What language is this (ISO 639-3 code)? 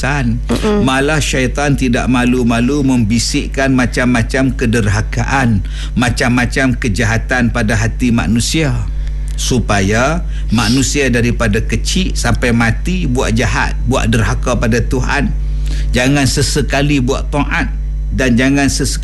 msa